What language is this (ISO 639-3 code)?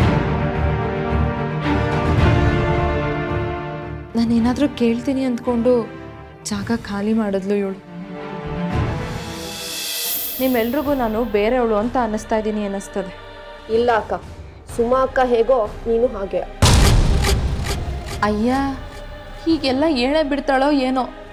kan